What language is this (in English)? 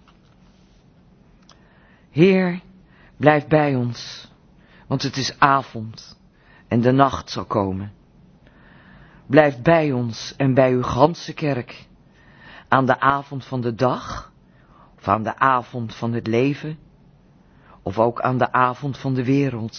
Dutch